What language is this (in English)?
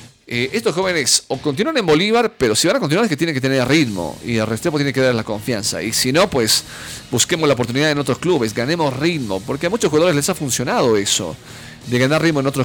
Spanish